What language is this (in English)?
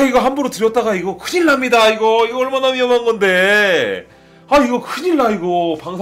Korean